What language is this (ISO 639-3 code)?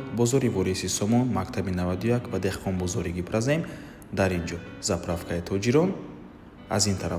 tgk